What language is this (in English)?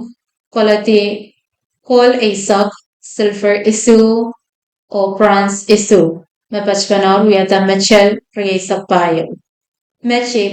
Pohnpeian